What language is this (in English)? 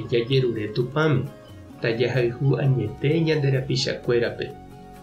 Guarani